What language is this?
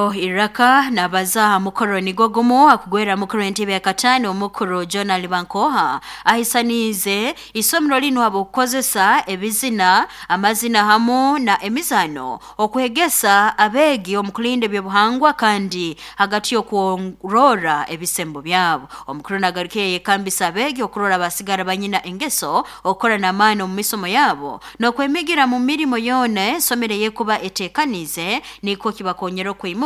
Nyoro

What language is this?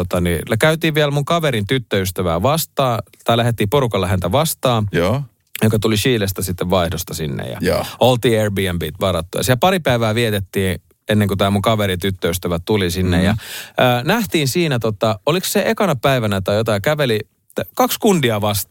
Finnish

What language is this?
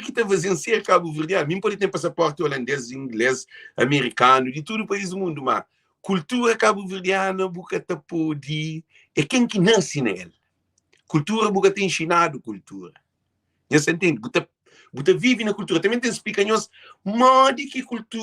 Kabuverdianu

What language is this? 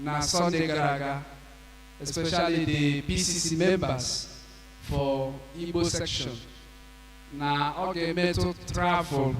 Igbo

